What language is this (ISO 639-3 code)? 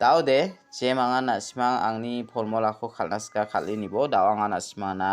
grt